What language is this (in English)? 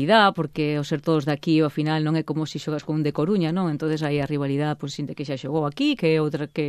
Galician